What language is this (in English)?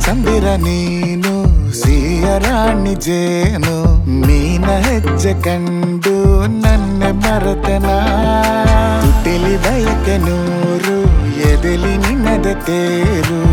Kannada